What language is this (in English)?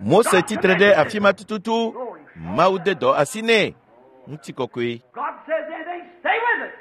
Ewe